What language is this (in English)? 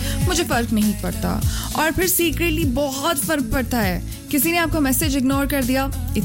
Hindi